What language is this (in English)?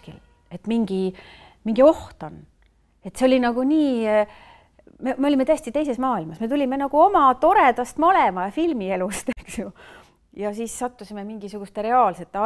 Estonian